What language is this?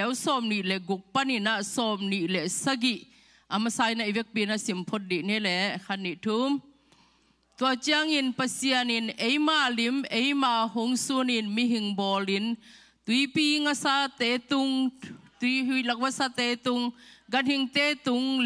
Tedim Chin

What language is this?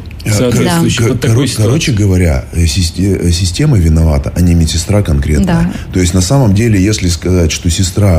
Russian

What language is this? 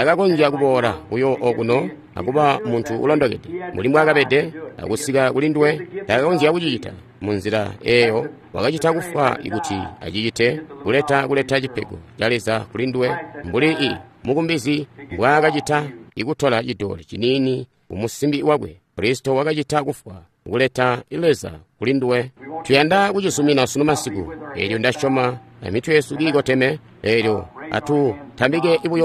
Tonga (Zambia)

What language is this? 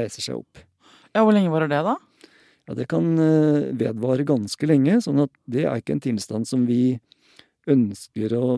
Norwegian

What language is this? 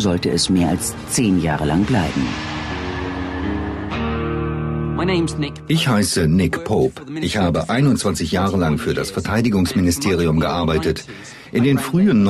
German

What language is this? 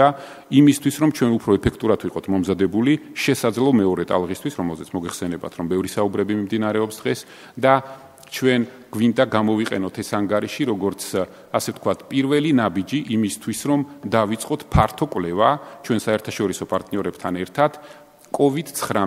Georgian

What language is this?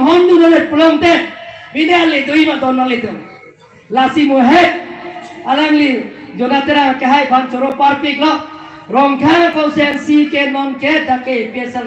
Karbi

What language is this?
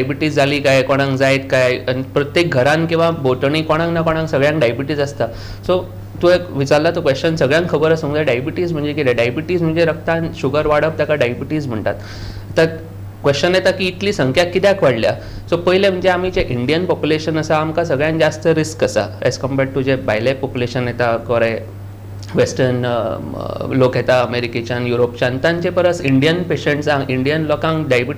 Konkani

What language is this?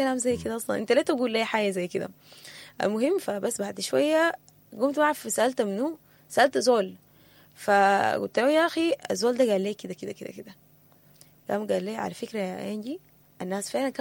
Sudanese Arabic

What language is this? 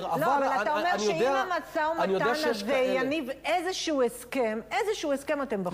Hebrew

